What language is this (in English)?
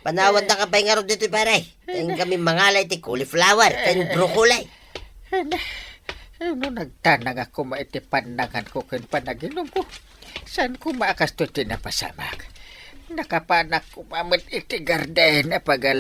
Iloko